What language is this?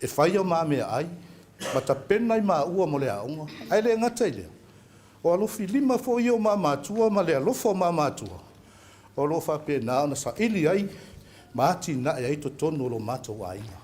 Samoan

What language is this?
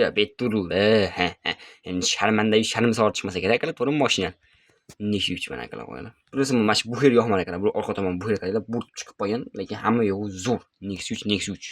Uzbek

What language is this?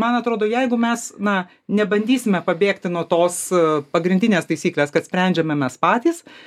Lithuanian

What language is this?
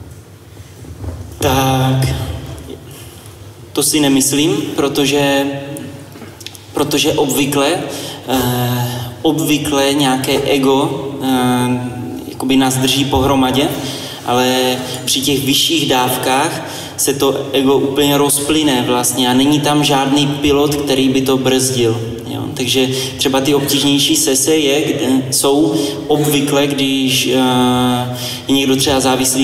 Czech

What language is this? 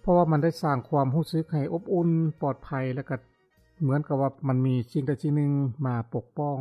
Lao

